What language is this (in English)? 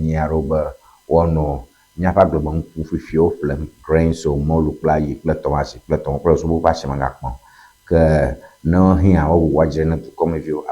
Ewe